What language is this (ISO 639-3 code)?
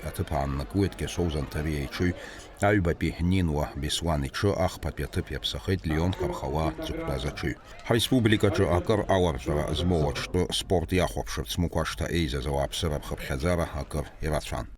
abk